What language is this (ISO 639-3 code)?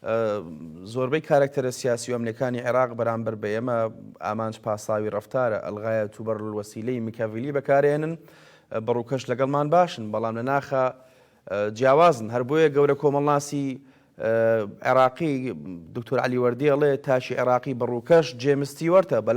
ckb